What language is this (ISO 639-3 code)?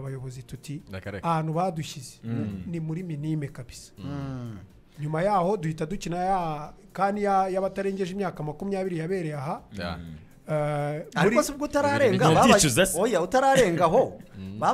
kin